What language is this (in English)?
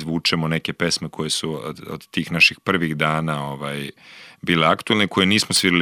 Serbian